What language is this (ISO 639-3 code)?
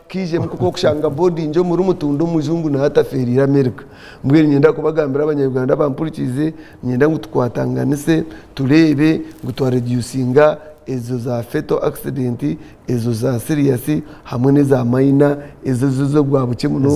nyn